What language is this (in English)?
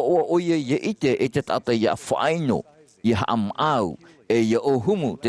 Tahitian